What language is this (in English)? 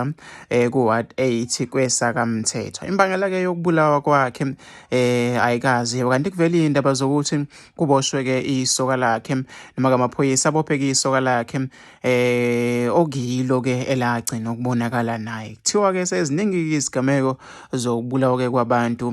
Zulu